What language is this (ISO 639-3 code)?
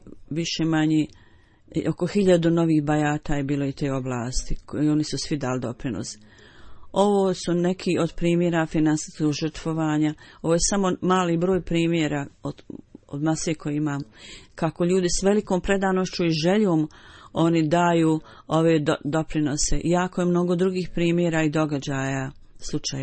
bos